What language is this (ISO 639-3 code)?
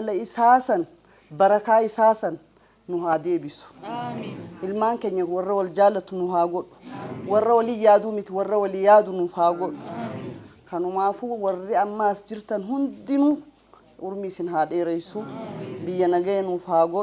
orm